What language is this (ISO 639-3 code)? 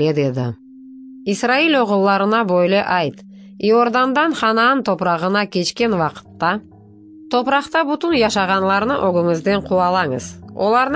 crh